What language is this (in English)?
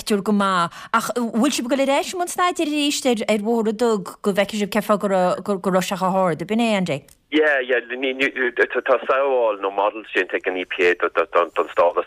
Irish